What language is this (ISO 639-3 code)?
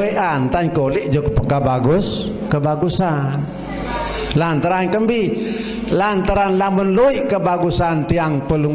sas